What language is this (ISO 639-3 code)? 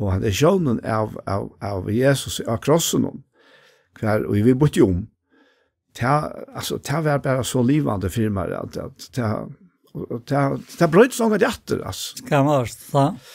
fao